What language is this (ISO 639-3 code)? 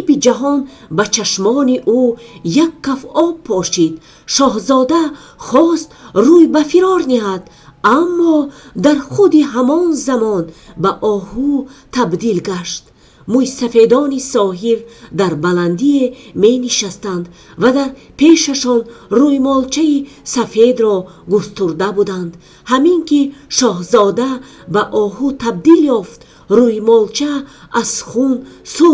tgk